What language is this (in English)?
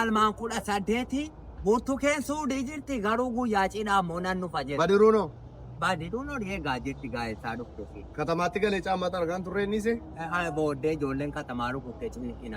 Oromo